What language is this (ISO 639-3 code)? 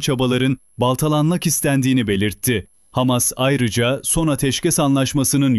tur